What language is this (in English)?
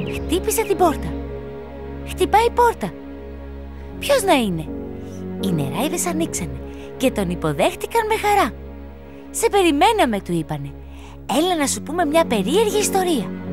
Greek